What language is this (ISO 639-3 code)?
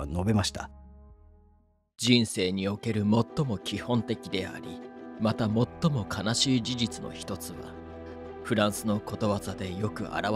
jpn